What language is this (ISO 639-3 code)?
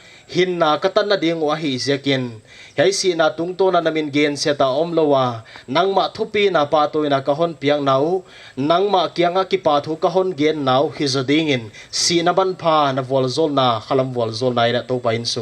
pck